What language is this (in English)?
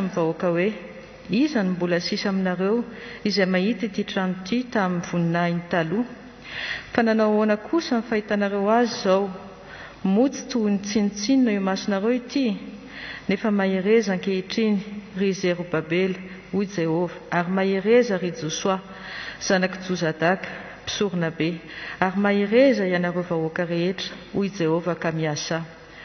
Malagasy